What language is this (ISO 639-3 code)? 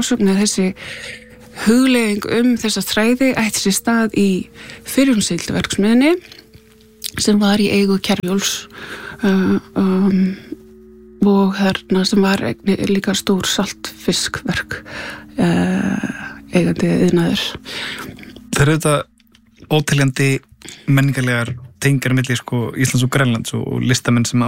isl